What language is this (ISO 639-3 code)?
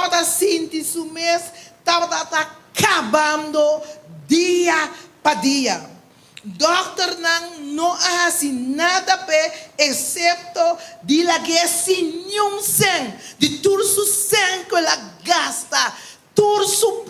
pap